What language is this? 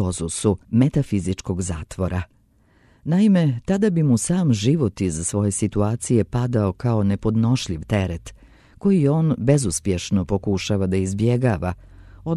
Serbian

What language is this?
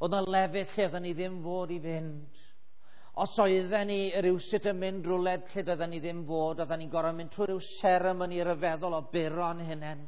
Welsh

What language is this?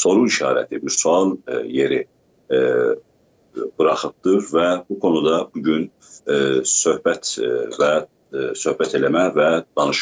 South Azerbaijani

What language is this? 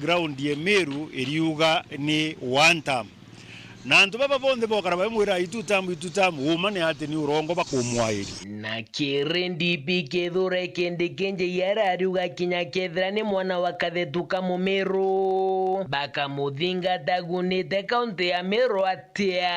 Meru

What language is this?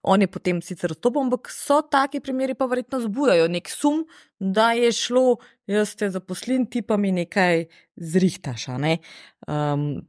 Slovenian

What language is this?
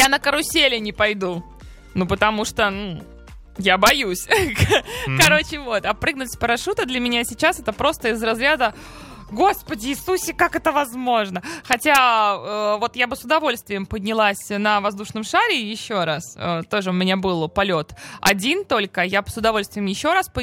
Russian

